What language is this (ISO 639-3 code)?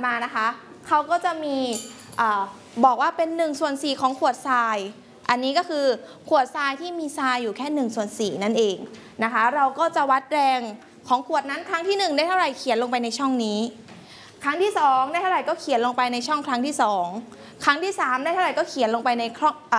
tha